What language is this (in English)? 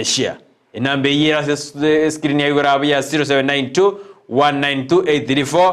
Gusii